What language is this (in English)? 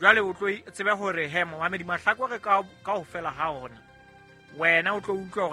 Southern Sotho